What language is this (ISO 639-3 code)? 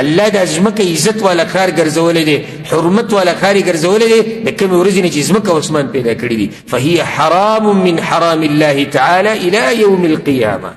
pus